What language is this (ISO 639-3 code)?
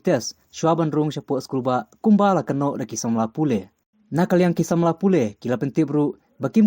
kha